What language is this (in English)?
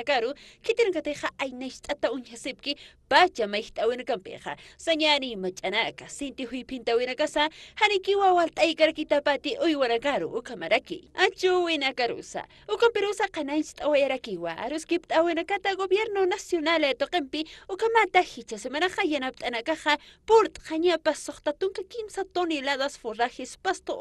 Aymara